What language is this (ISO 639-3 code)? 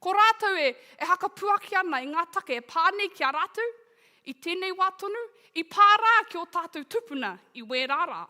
mri